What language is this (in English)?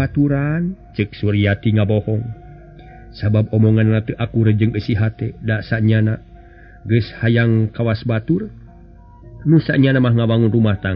Sundanese